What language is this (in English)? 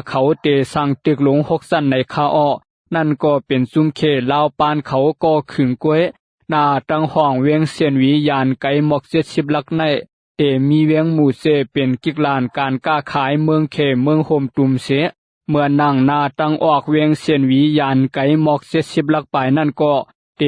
Shan